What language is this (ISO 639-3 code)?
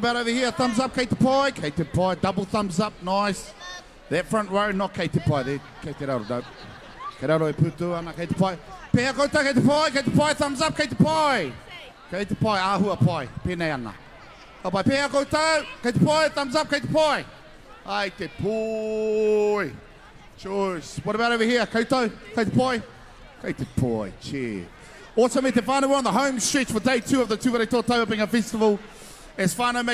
mri